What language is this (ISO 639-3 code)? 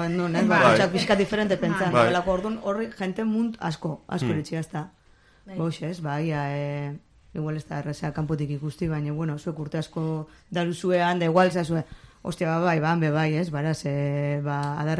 eus